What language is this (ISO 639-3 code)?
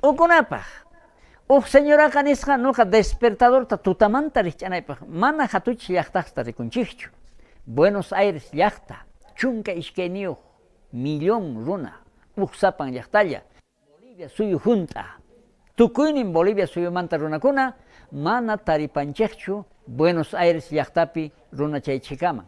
quh